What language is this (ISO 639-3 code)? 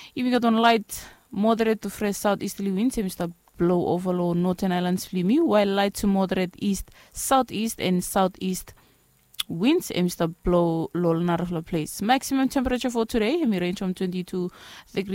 bis